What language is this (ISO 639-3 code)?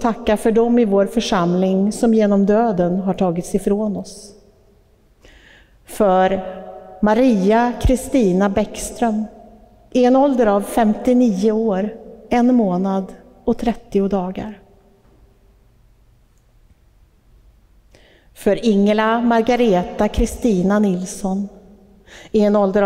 swe